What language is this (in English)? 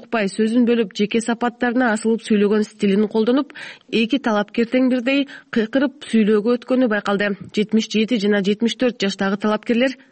Kyrgyz